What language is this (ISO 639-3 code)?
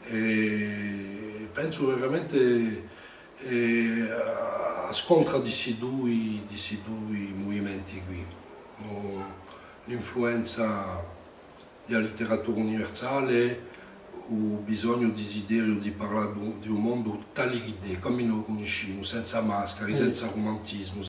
cos